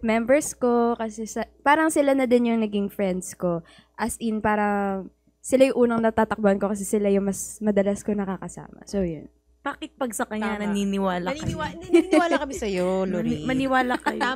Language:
Filipino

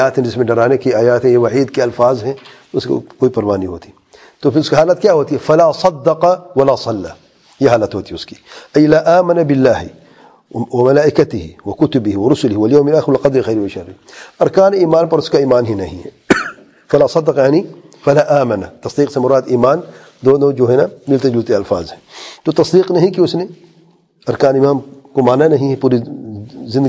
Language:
Urdu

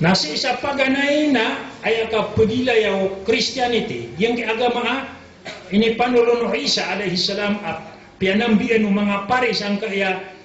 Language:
Maranao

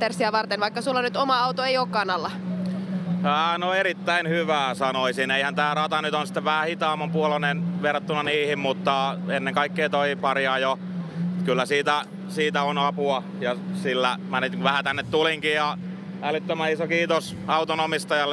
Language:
Finnish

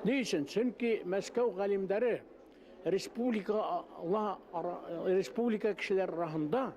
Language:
Bashkir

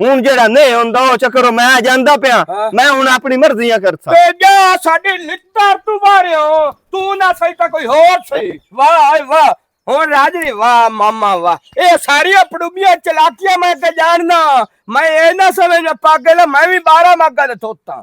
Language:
Western Panjabi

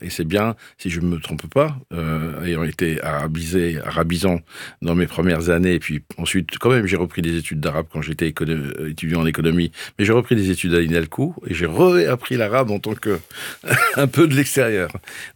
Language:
French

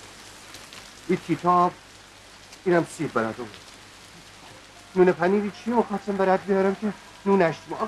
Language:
Persian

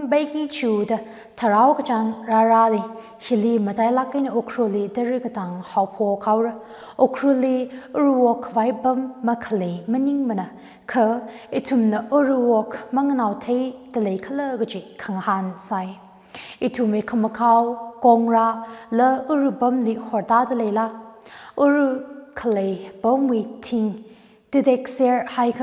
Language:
Tangkhul Naga (India)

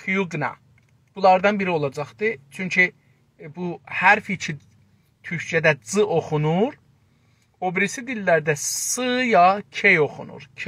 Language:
South Azerbaijani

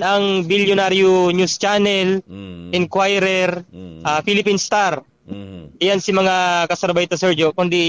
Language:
Bikol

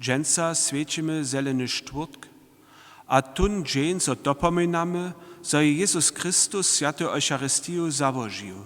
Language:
Upper Sorbian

